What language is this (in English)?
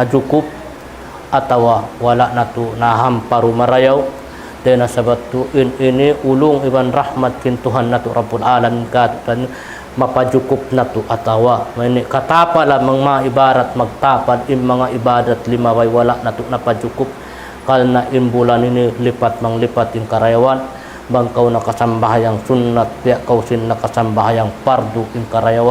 Tausug